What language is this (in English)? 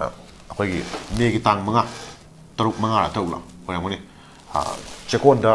Manipuri